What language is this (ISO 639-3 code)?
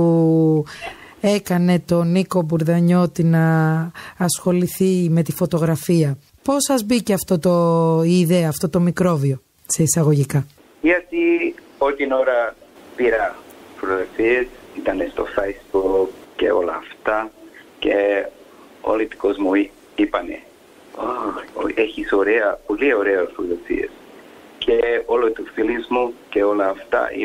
ell